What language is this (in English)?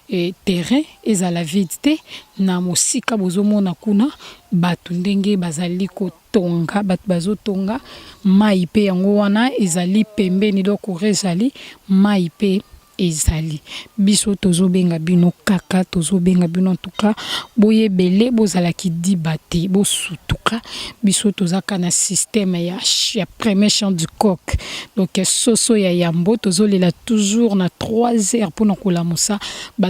Lingala